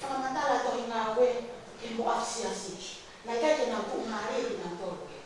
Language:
Tongan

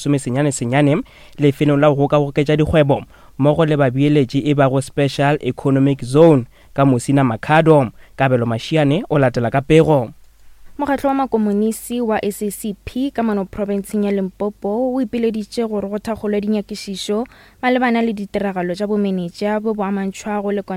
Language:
Northern Sotho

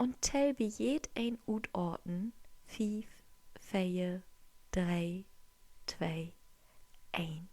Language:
Low German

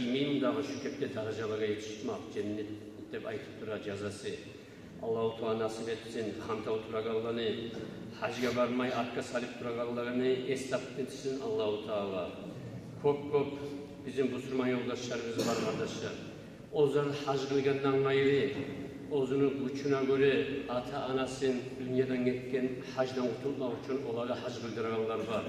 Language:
Kumyk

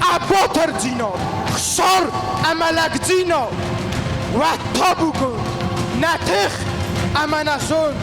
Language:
Ossetic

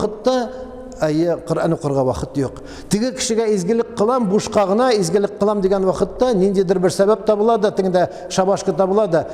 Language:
Tatar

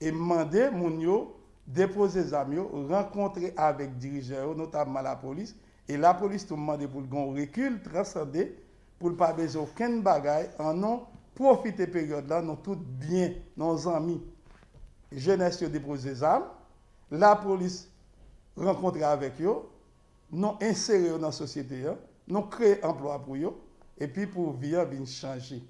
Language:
Haitian Creole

